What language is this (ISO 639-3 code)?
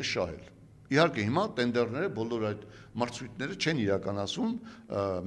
hye